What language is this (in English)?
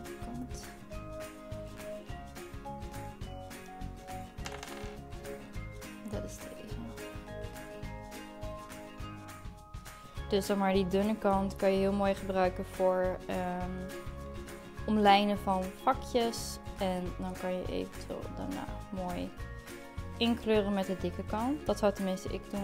Dutch